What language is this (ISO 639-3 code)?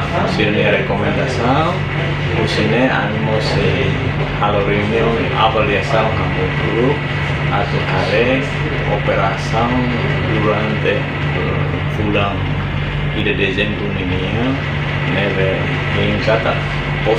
tet